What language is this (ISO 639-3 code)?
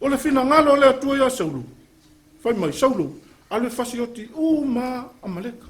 smo